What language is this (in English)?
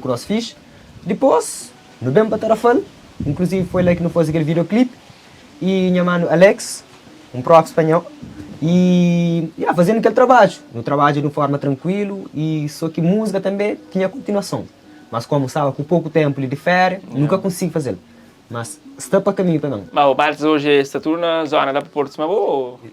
Kabuverdianu